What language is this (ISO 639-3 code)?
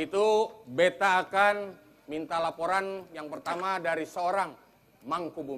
bjn